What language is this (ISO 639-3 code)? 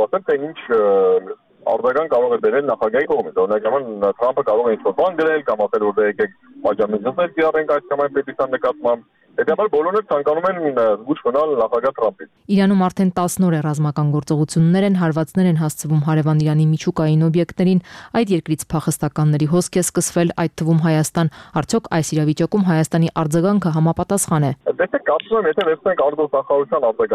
hye